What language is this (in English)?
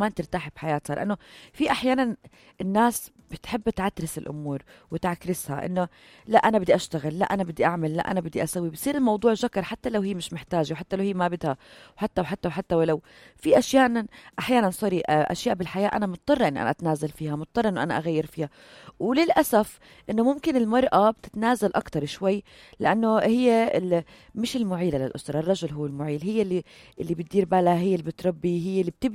North Levantine Arabic